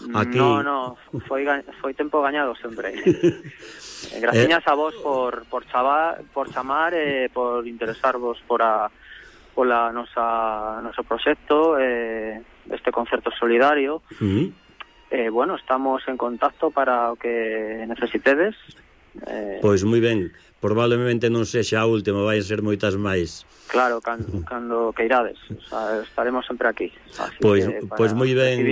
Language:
Galician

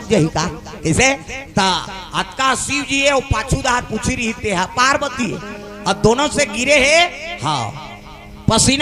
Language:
Chhattisgarhi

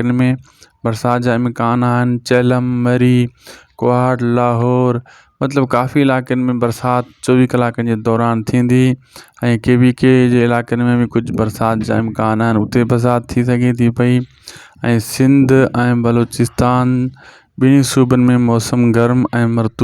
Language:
Sindhi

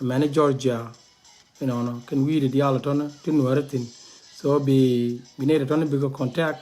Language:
Nuer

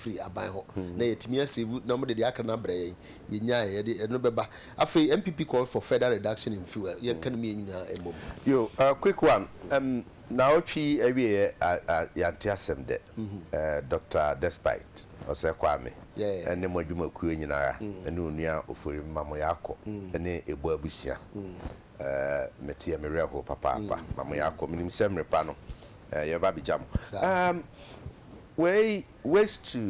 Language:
Akan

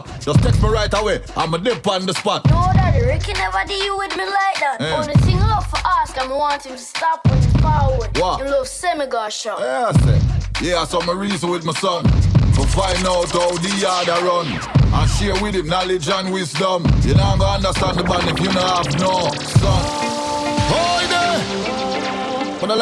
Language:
Jamaican Creole English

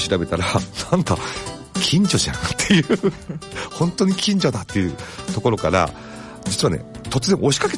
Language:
Japanese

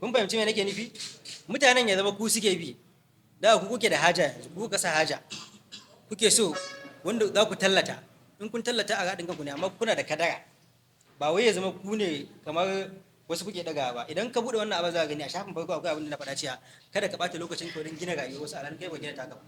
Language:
Hausa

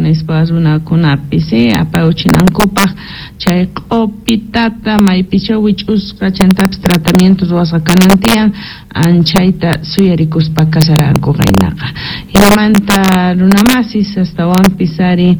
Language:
Quechua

